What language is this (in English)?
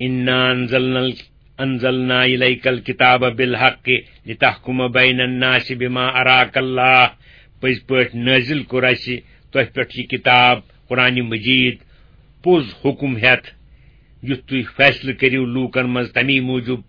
Kashmiri